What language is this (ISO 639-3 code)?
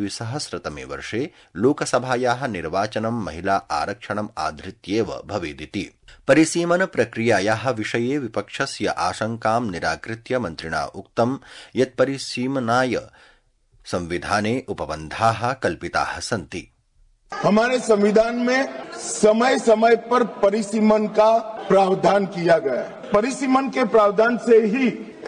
san